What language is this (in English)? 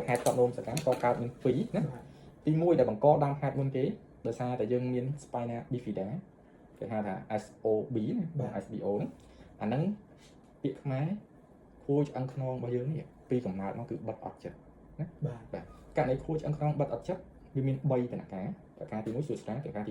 Khmer